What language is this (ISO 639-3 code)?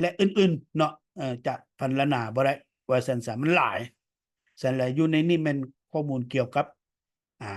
lao